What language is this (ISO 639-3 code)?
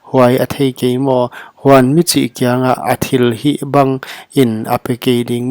pck